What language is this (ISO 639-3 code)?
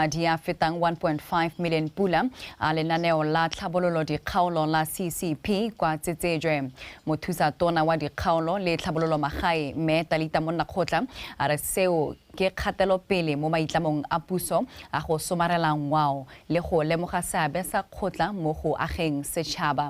tsn